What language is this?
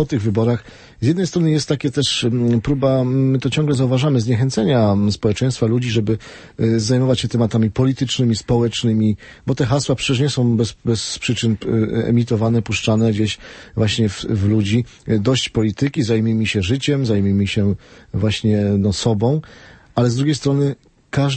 Polish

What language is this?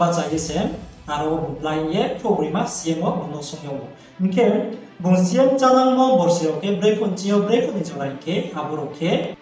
Riang (India)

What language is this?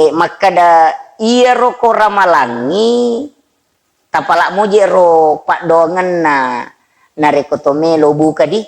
Buginese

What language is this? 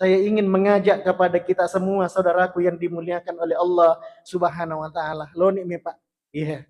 Buginese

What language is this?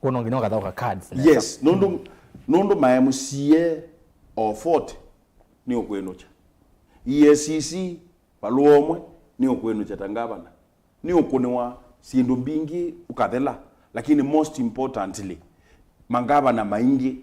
Kamba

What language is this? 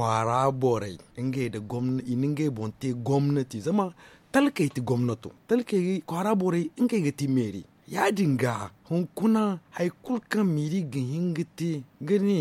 Zarma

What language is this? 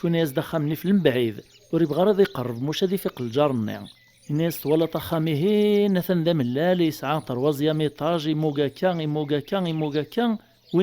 Kabyle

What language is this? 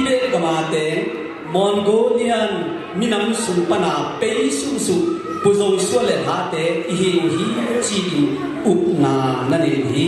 Tedim Chin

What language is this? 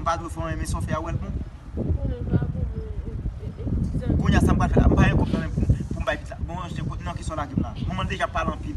Haitian Creole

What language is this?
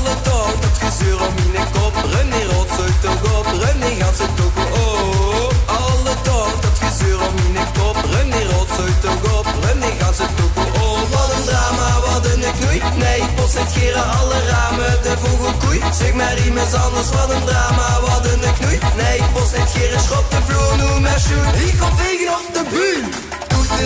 Limburgish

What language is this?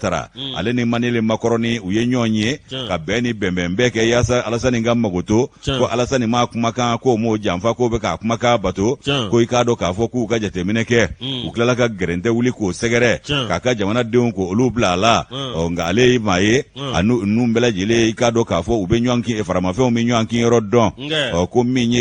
Bambara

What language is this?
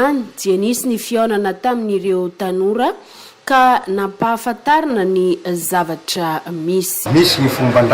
Malagasy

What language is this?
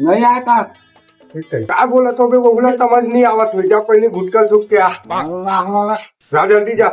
Chhattisgarhi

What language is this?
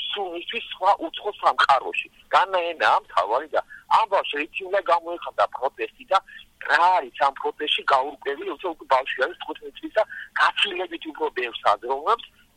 Georgian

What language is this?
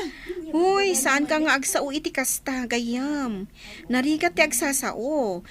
Iloko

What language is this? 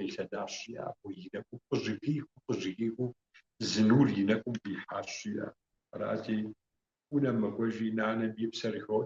Kabardian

